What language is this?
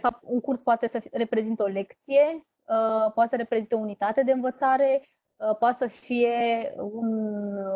Romanian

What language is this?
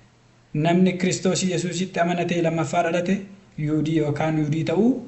Oromo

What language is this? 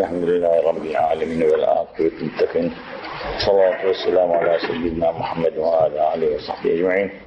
Turkish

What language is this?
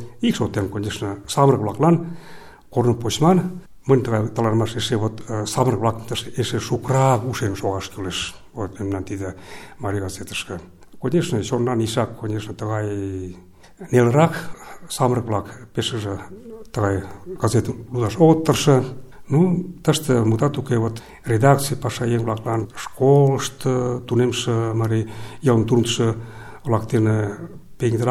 Mari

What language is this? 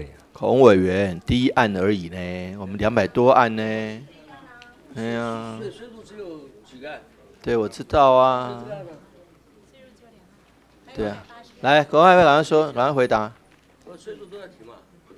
Chinese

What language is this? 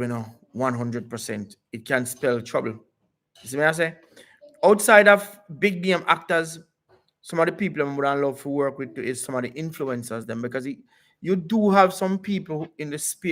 Jamaican Creole English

